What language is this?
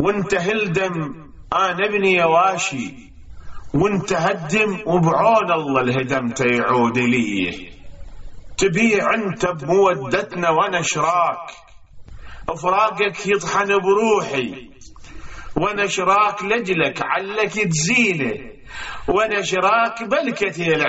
Mesopotamian Arabic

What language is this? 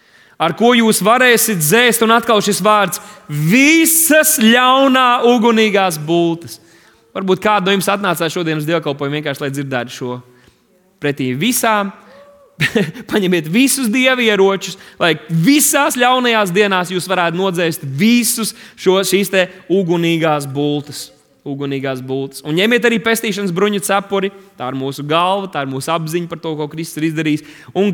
Latvian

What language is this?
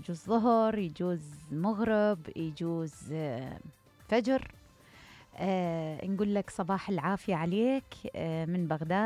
Mesopotamian Arabic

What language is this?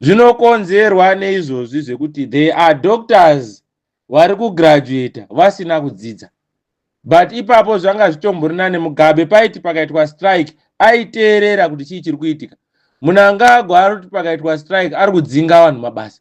Shona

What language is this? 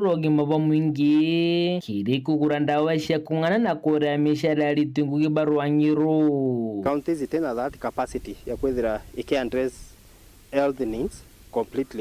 Meru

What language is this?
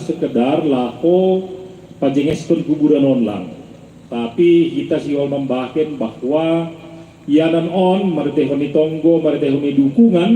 Batak Simalungun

